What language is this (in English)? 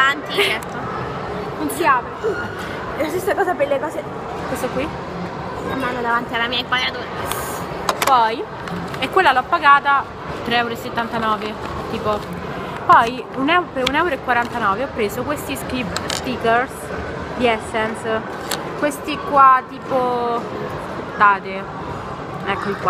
Italian